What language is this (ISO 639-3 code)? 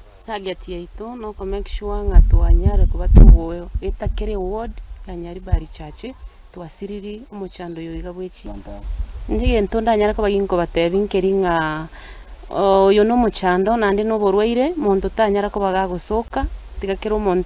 guz